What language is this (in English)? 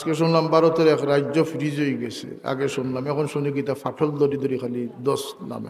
Sylheti